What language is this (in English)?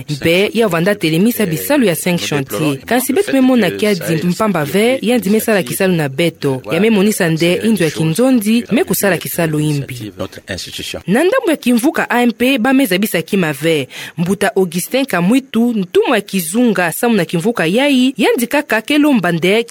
Kituba (Democratic Republic of Congo)